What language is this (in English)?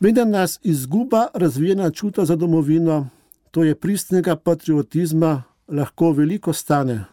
Slovenian